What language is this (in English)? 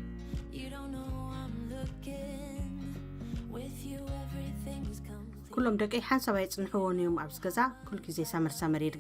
Tigrinya